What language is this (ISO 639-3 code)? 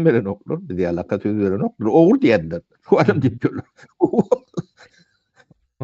tuk